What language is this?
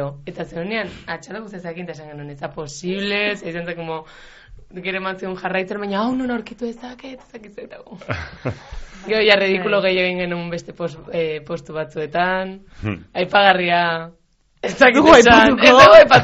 Basque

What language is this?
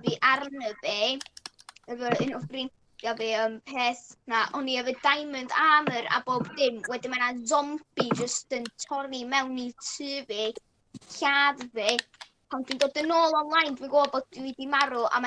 Welsh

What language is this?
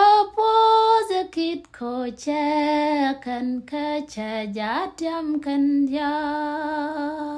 Nuer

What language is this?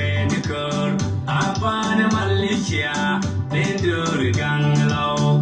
Nuer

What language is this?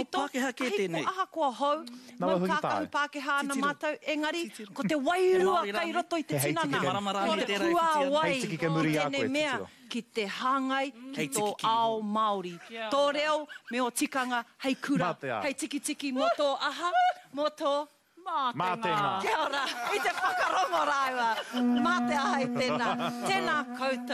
Māori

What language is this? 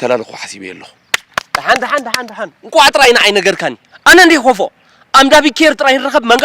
Tigrinya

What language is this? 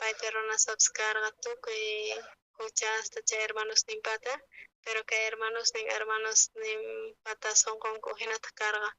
South Bolivian Quechua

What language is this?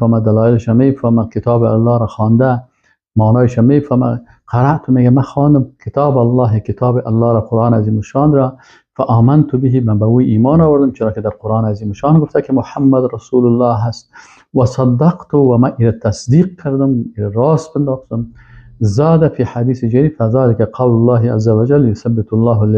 Persian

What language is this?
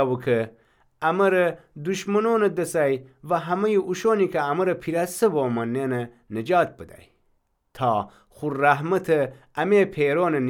Gilaki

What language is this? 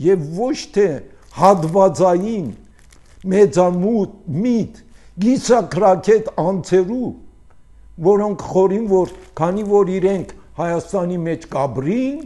Armenian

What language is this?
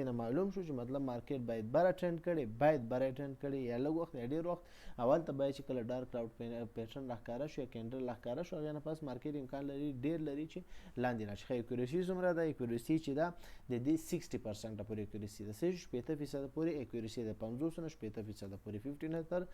Pashto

